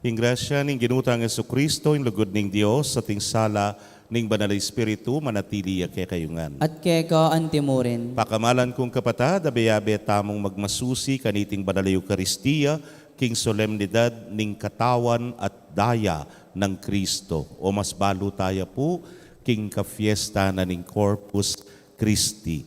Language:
Pampanga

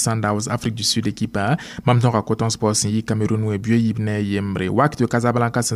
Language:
Mossi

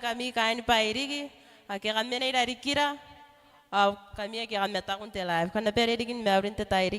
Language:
Gilbertese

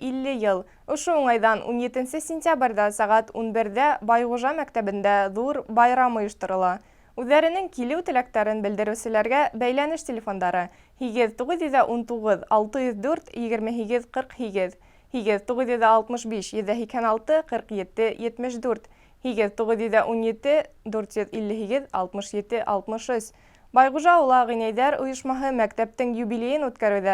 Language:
Bashkir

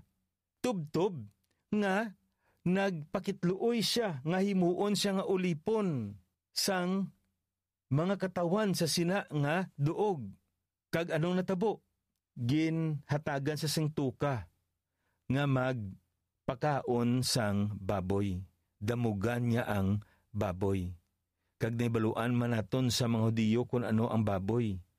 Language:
Hiligaynon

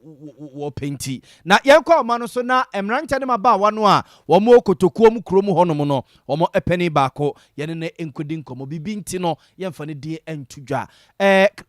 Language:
Akan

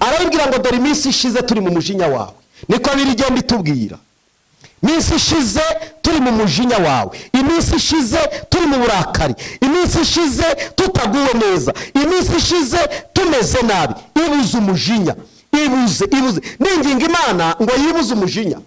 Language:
Kinyarwanda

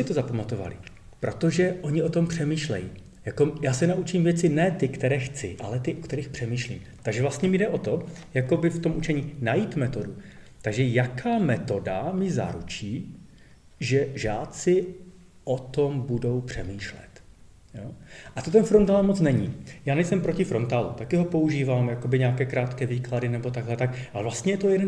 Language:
Czech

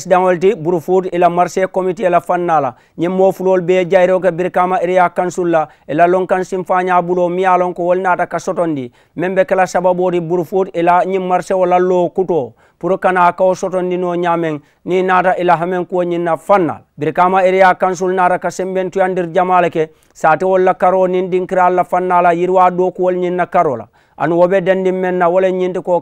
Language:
Mandingo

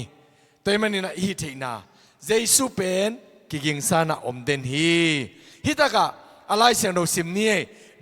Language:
Tedim Chin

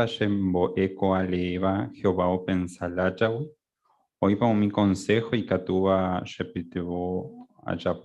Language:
Guarani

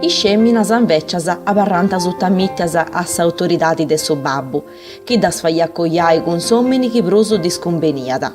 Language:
Sardinian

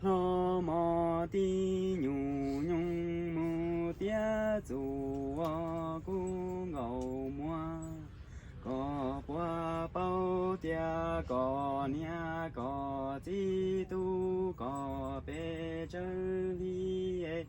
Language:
Hmong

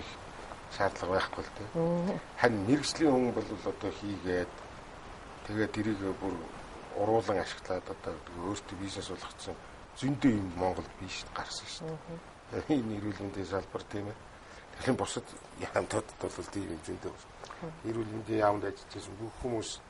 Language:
Mongolian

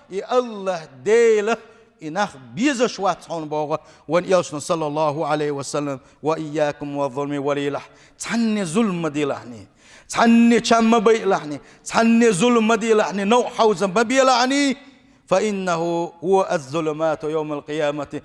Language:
Chechen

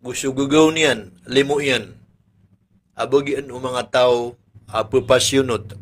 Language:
Maranao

